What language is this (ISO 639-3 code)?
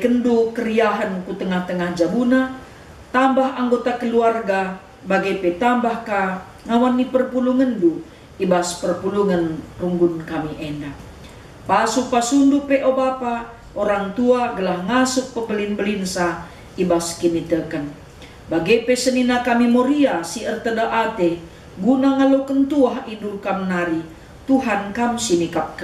btx